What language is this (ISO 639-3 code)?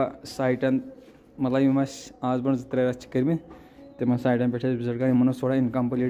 kas